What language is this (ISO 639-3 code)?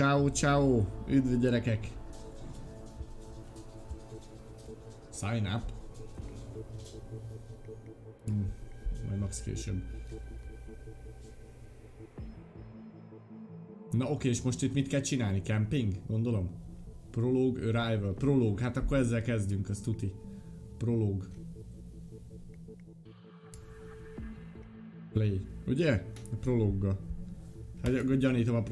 hun